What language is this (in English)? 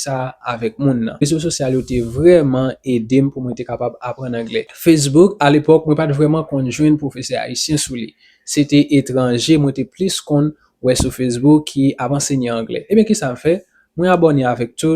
Haitian Creole